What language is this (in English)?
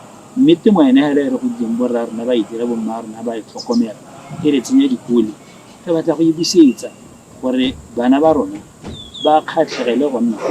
Tswana